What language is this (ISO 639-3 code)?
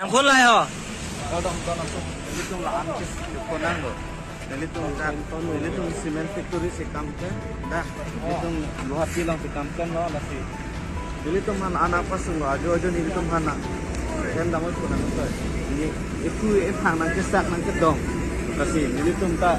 mjw